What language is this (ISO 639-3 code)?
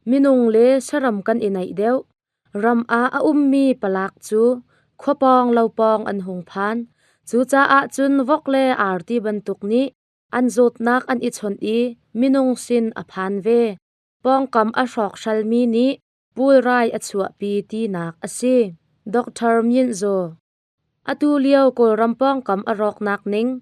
cnh